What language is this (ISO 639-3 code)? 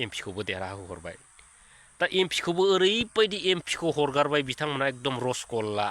brx